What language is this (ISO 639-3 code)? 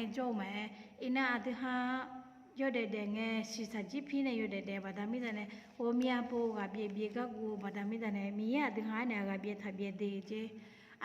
ahk